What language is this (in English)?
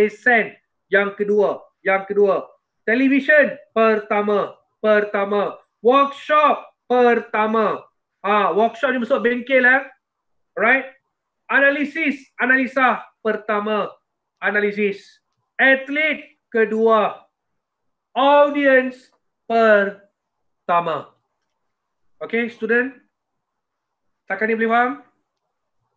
Malay